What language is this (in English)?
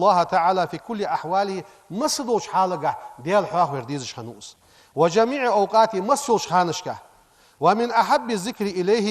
Ingush